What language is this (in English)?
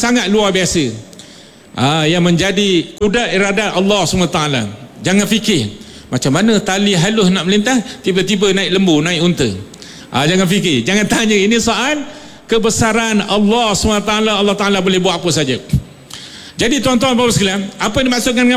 Malay